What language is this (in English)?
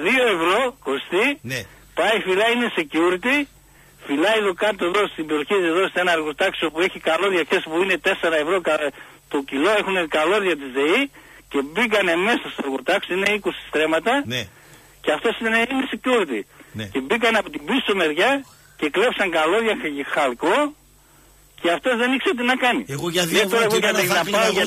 Greek